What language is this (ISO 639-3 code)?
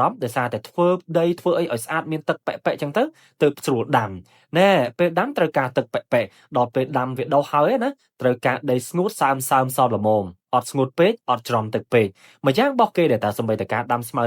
khm